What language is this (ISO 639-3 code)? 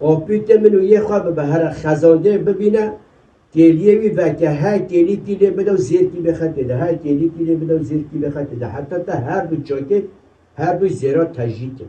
kur